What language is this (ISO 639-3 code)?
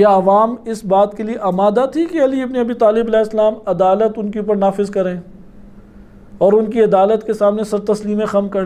urd